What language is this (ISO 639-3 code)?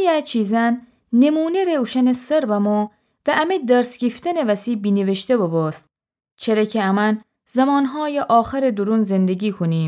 glk